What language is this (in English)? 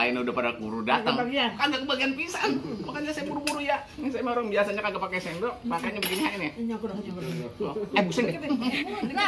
Betawi